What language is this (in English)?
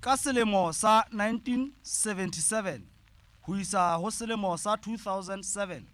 Southern Sotho